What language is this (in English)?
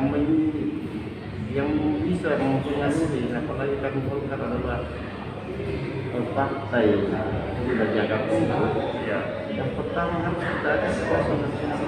Indonesian